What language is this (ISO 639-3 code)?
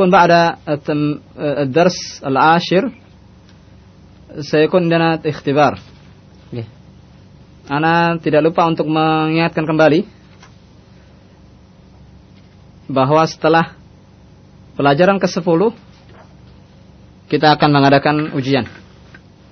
ind